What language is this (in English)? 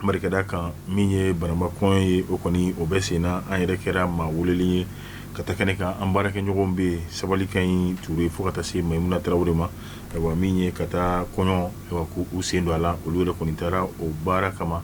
Bambara